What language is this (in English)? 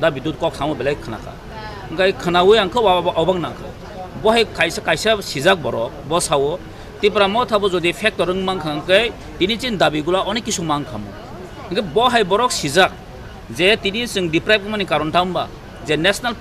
Kok Borok